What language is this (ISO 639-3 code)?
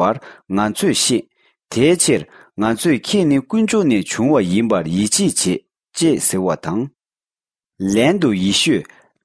bod